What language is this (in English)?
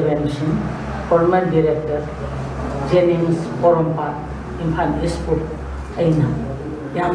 Manipuri